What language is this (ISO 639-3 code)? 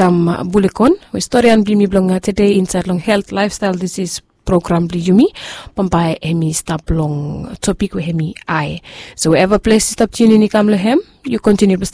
bis